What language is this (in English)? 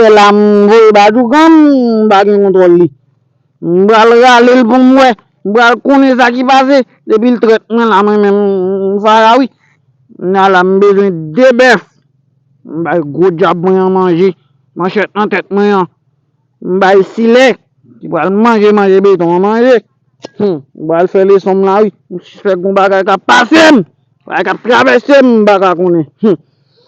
Haitian Creole